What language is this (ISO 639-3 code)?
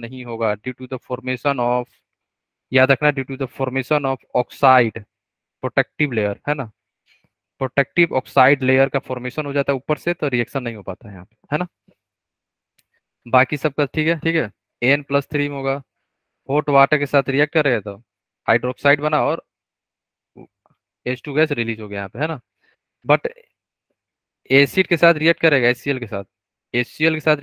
hin